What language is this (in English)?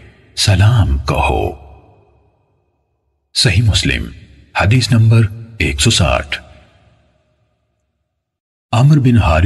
Urdu